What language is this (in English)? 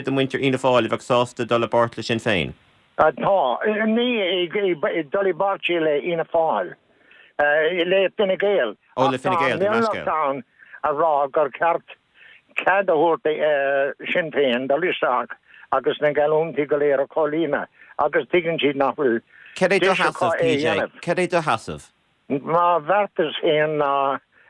Irish